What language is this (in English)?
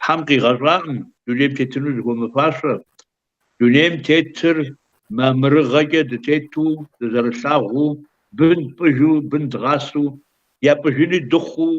Kabardian